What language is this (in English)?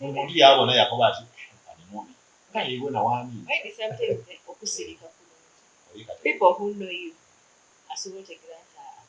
Soga